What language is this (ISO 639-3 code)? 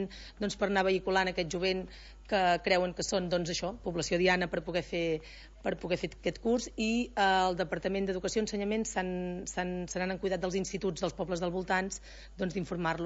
cat